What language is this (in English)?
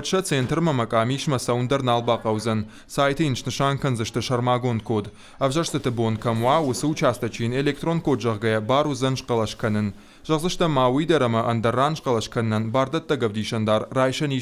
Ossetic